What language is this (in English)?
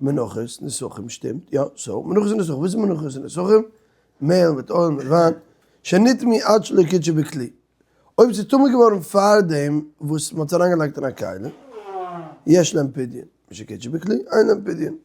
Yiddish